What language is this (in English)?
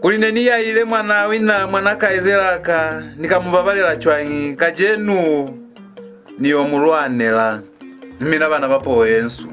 Lozi